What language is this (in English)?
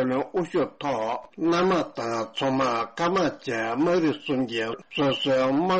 Tibetan